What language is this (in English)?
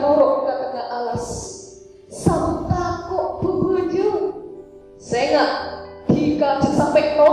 Madurese